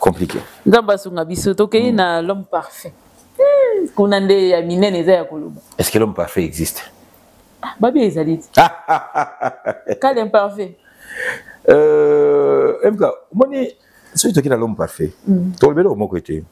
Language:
Lingala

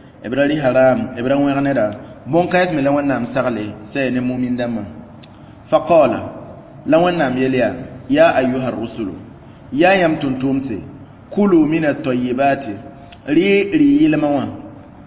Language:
Mossi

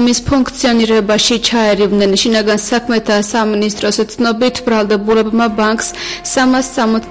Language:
Georgian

